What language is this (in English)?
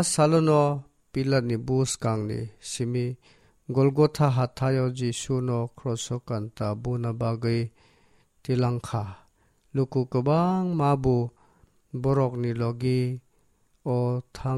Kok Borok